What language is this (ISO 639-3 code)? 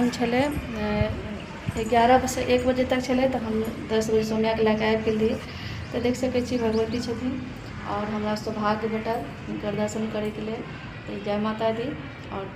mai